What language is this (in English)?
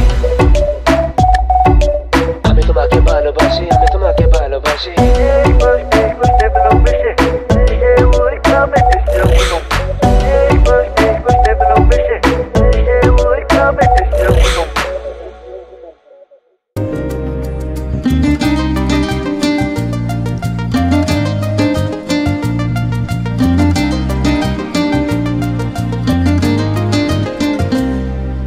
Bangla